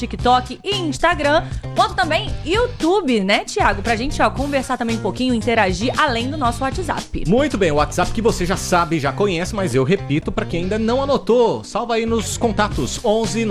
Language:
Portuguese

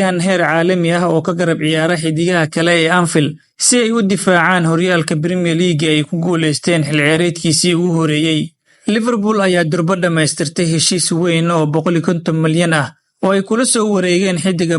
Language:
Somali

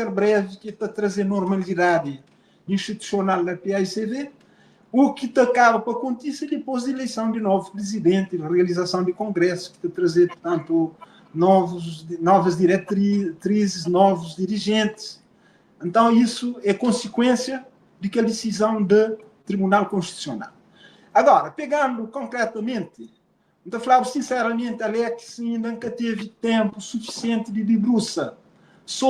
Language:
Kabuverdianu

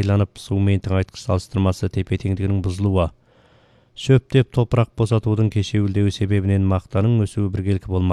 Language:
Kazakh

